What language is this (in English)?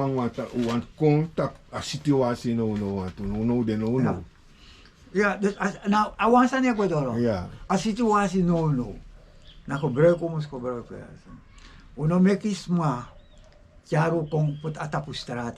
Sranan Tongo